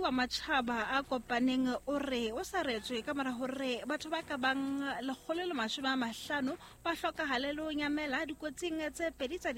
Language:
Southern Sotho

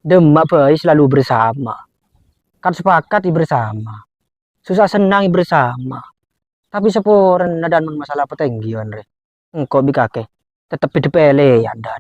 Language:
Madurese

